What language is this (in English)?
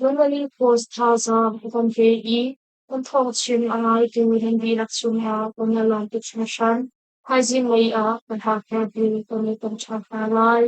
Hakha Chin